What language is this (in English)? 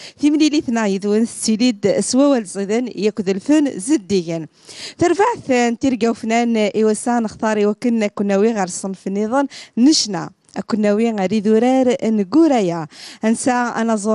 Kabyle